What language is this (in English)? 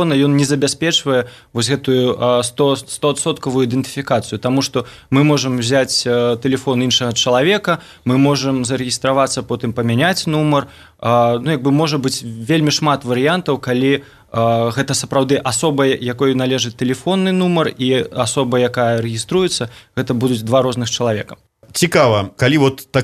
Belarusian